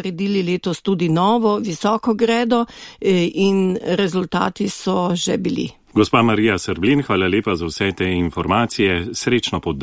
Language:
Slovenian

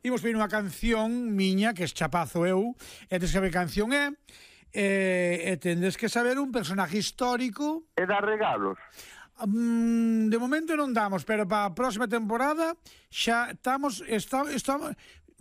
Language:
Galician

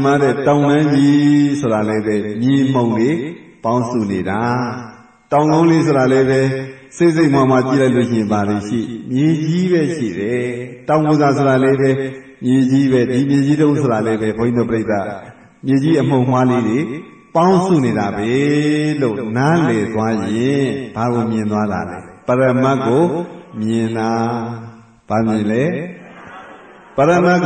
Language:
Burmese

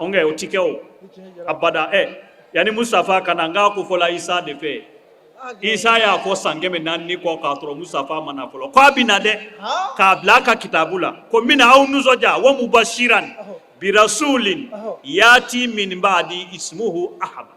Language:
Bambara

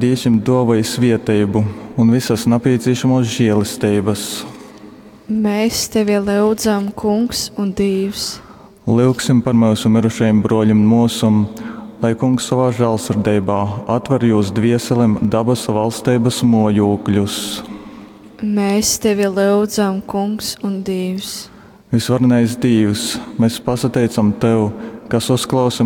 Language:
Latgalian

